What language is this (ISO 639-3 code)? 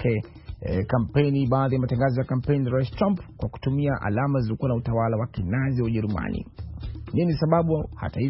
swa